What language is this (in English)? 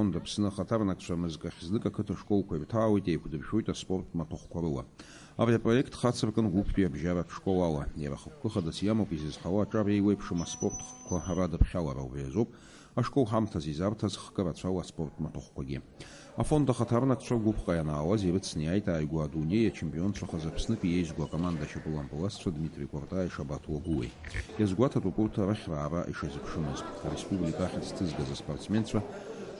Abkhazian